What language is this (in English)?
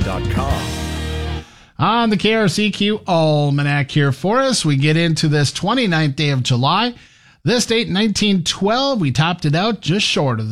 English